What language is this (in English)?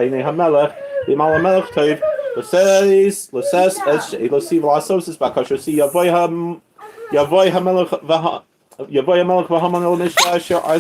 Yiddish